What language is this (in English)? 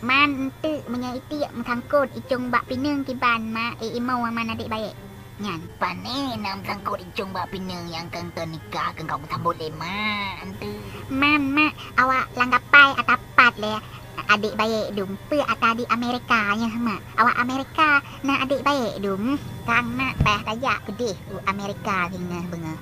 Achinese